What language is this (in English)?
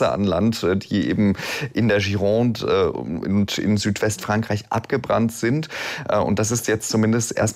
German